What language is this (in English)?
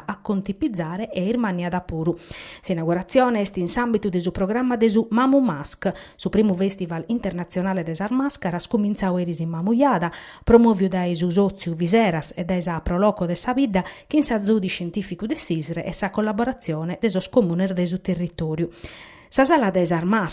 Sardinian